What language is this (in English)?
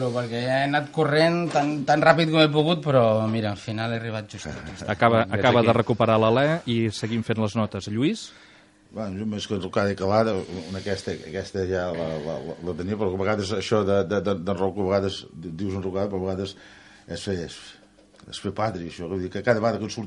Catalan